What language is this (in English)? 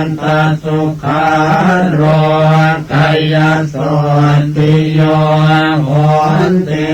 Pali